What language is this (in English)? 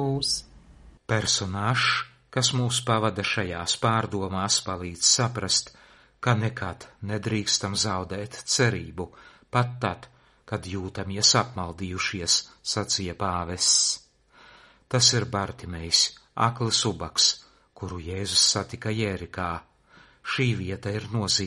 Latvian